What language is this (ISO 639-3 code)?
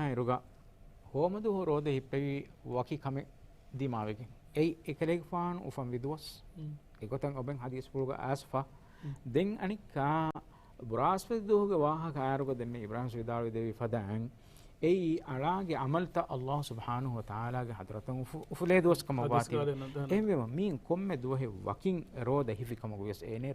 div